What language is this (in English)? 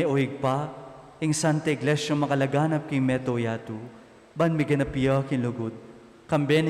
Pampanga